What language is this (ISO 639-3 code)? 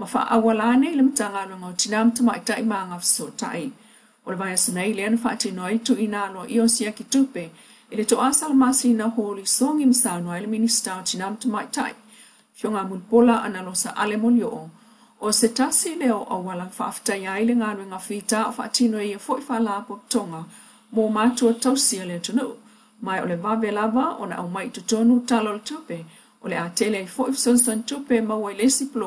smo